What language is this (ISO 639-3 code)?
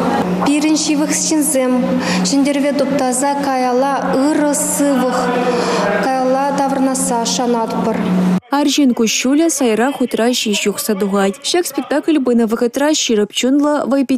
chv